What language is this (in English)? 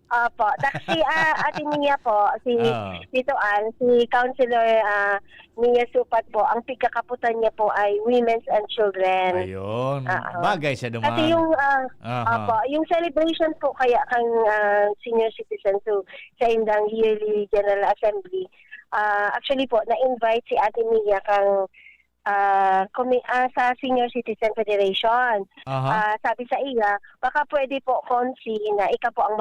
Bikol